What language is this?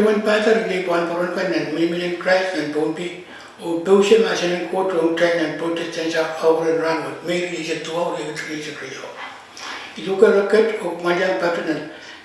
Pohnpeian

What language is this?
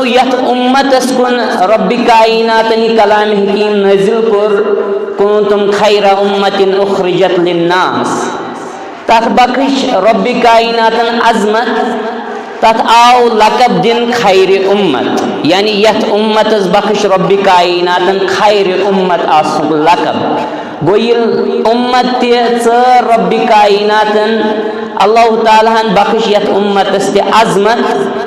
Kashmiri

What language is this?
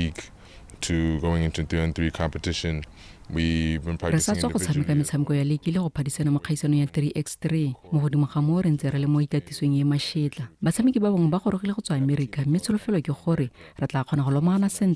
Tswana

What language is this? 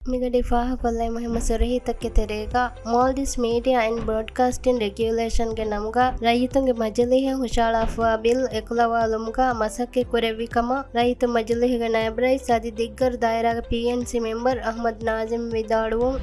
Divehi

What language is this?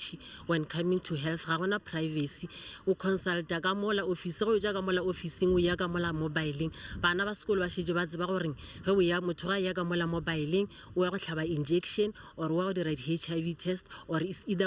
Northern Sotho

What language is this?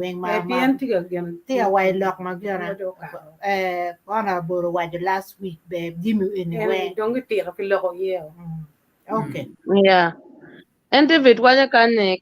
Acoli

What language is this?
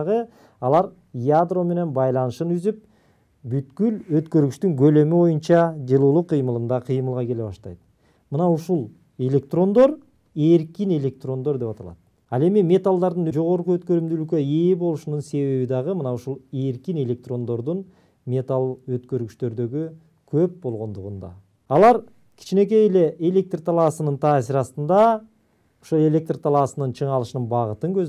Kyrgyz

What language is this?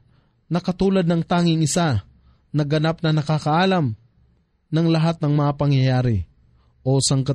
Filipino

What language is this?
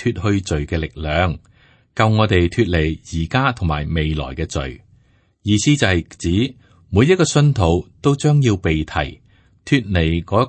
Cantonese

